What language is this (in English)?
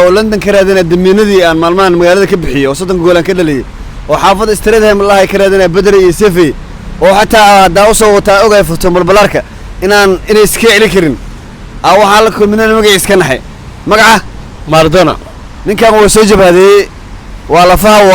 Somali